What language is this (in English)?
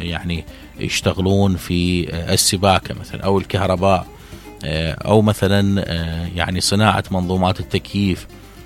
Mesopotamian Arabic